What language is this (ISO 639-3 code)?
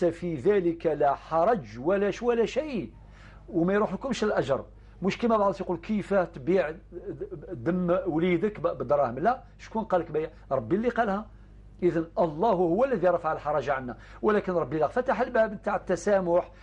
arq